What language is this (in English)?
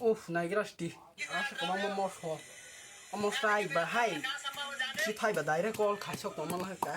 Kok Borok